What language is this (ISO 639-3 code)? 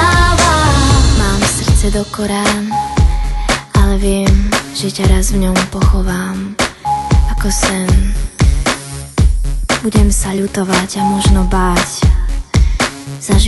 slk